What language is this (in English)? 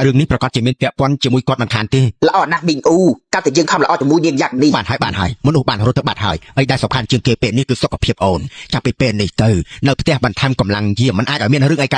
Khmer